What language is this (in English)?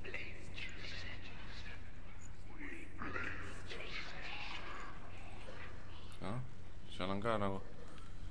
Estonian